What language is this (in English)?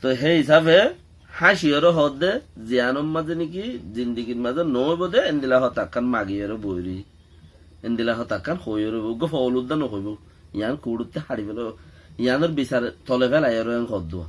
Rohingya